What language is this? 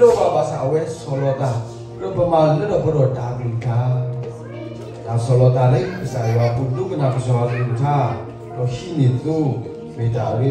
S'gaw Karen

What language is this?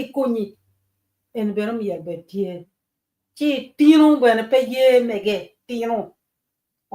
Acoli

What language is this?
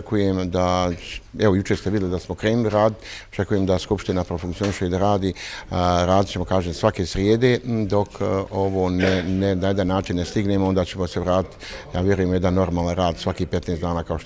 Bosnian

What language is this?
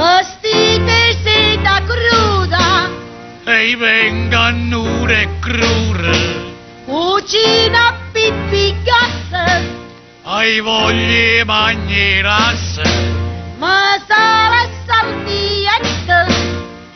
Neapolitan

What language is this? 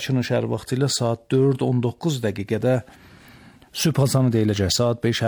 Azerbaijani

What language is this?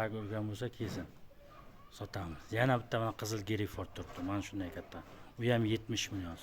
Uzbek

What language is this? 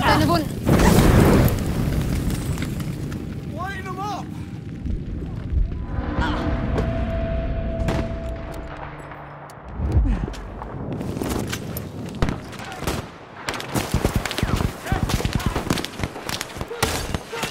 German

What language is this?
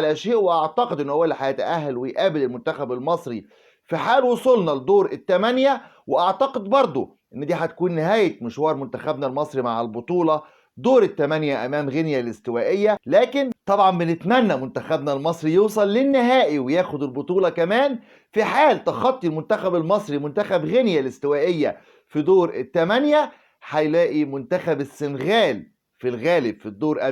Egyptian Arabic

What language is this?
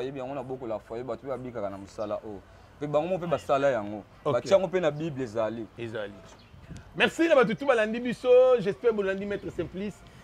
Lingala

